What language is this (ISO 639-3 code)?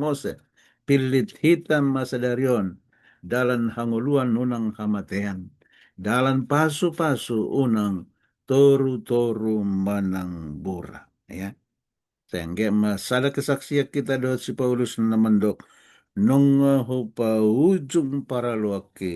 bbc